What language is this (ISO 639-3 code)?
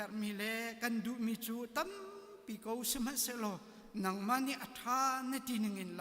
cnh